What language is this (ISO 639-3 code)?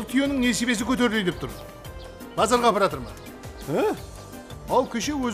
kaa